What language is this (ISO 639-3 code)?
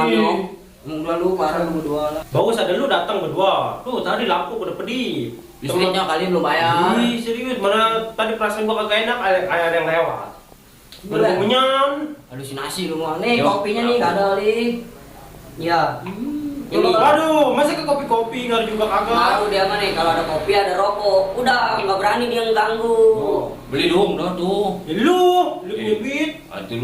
bew